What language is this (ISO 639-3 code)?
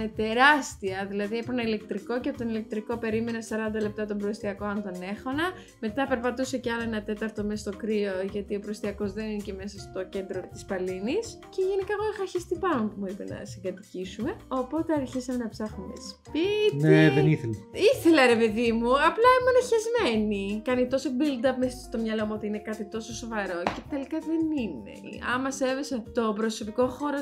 ell